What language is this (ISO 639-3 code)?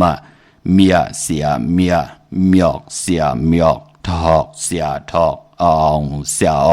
shn